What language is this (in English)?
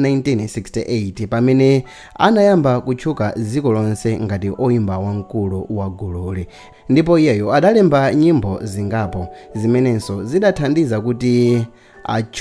Nyanja